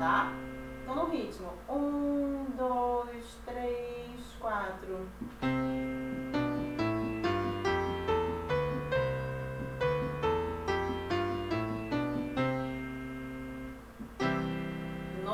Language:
Portuguese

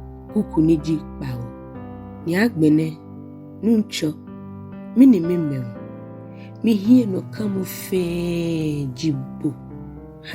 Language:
Ga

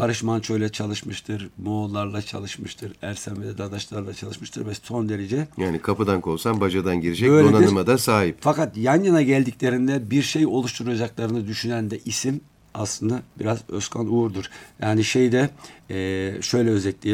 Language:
Turkish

